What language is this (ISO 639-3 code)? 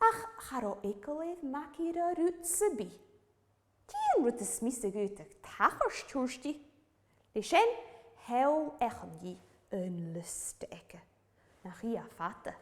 gla